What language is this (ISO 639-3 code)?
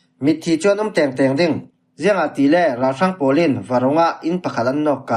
cfm